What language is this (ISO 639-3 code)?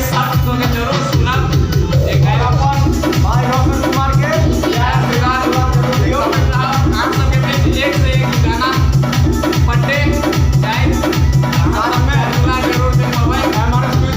mai